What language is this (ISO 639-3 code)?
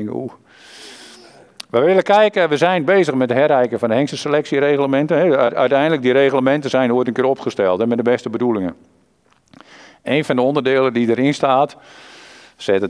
nld